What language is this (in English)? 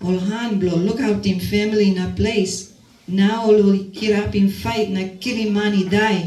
Tok Pisin